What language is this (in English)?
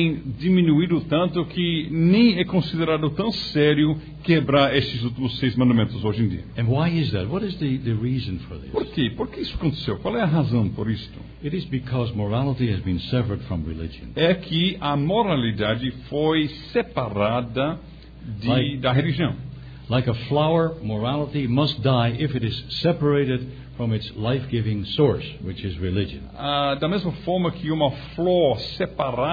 Portuguese